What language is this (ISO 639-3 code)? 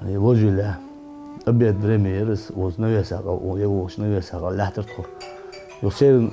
inh